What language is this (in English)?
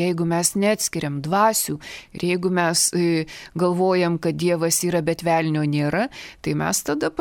Lithuanian